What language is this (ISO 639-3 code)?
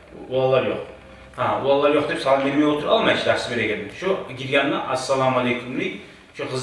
kum